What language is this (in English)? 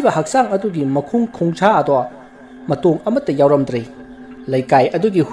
Manipuri